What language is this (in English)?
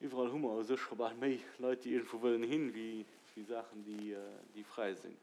Luxembourgish